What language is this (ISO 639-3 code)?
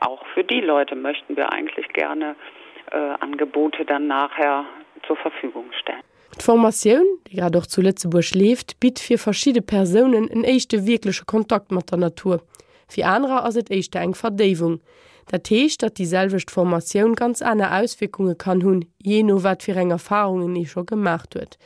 ltz